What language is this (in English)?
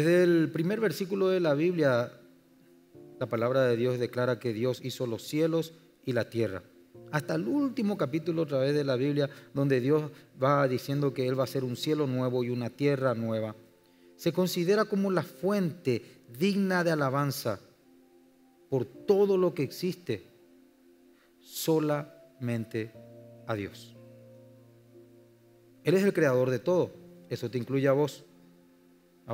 Spanish